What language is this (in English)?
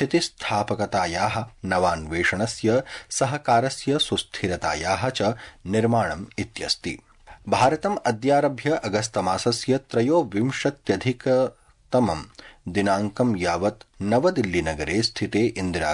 Sanskrit